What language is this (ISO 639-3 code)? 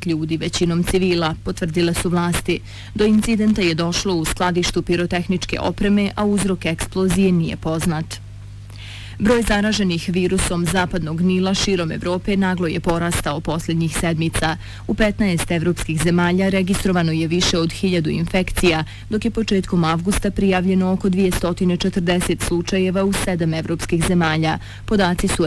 bos